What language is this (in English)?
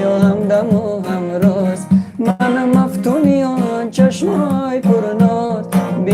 Tajik